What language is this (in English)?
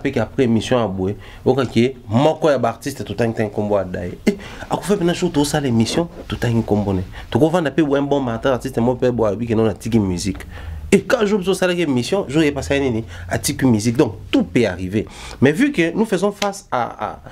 French